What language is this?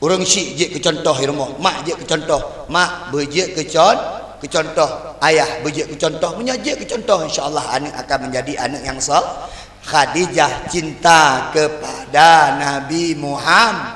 Achinese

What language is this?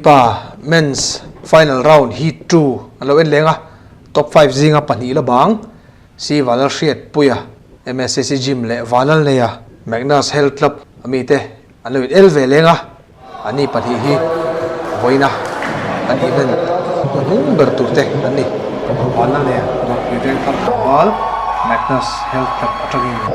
Mizo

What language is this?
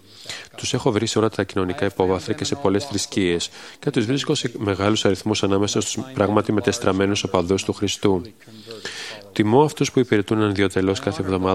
Greek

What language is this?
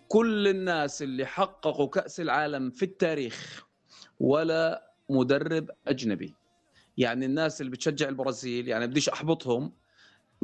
North Levantine Arabic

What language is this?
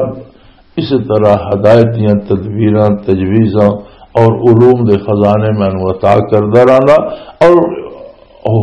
Western Panjabi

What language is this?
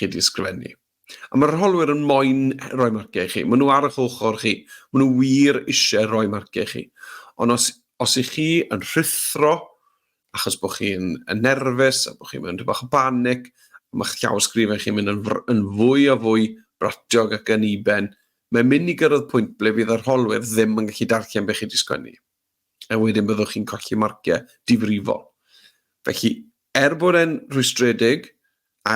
Welsh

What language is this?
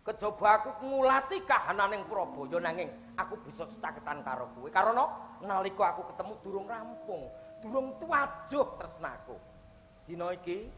Javanese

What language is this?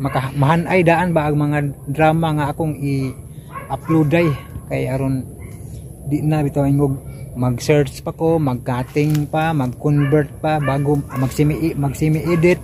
Cebuano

